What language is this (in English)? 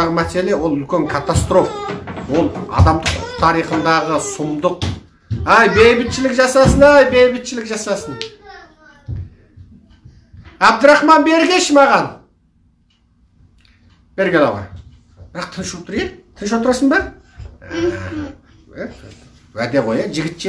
Kazakh